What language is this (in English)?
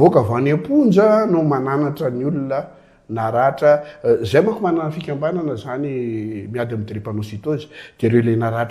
Malagasy